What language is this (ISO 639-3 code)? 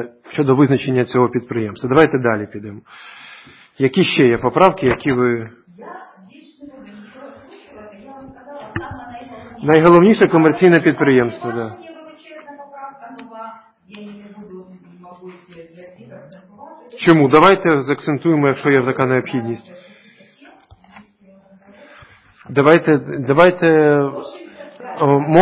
ukr